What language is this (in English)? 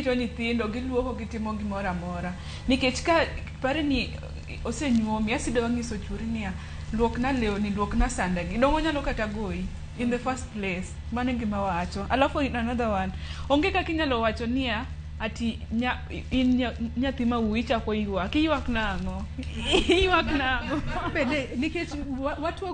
Luo (Kenya and Tanzania)